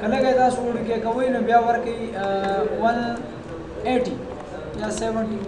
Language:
Pashto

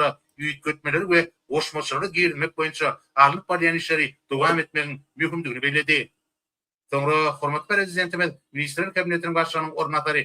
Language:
Turkmen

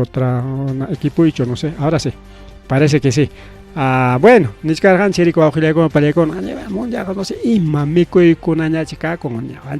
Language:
Ayacucho Quechua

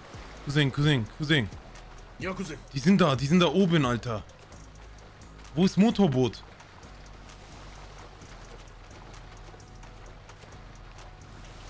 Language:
German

